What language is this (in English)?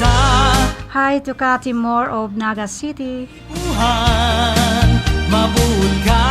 Bikol